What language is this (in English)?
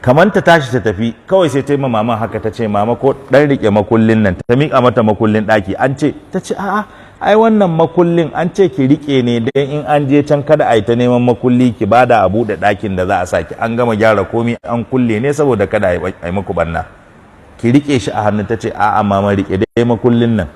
Hausa